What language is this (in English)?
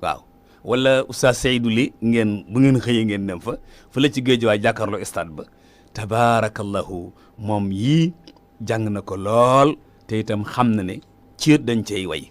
Wolof